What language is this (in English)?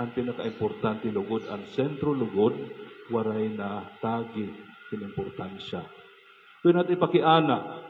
Waray